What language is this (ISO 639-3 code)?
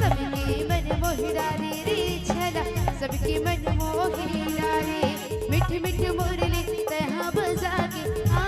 hne